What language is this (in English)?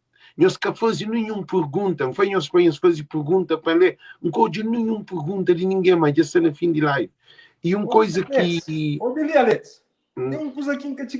Kabuverdianu